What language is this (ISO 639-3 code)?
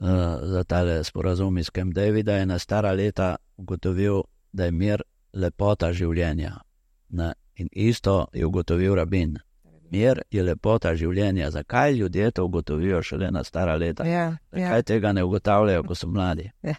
slv